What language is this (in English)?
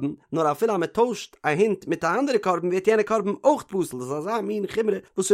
Yiddish